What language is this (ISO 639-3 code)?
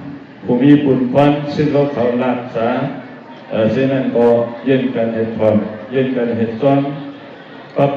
shn